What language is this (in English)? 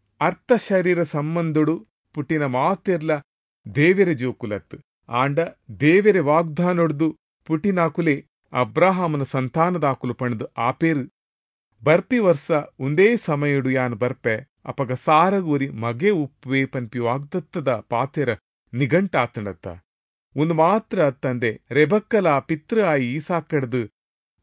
Tulu